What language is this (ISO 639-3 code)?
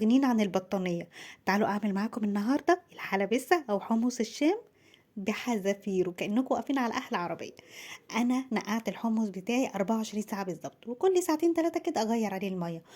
arz